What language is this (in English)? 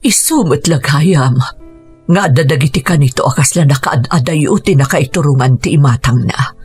Iloko